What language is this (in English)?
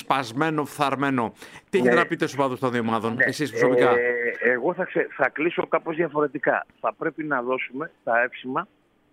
Greek